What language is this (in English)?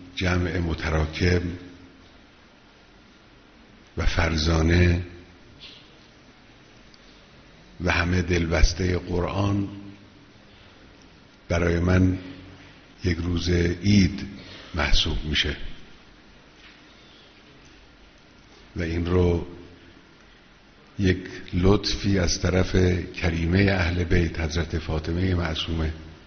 Persian